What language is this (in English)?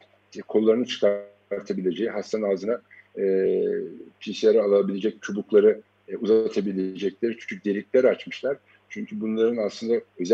Turkish